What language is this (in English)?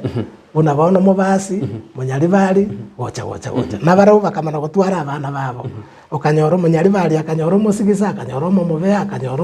Gusii